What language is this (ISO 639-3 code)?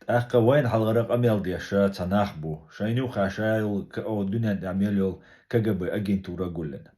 che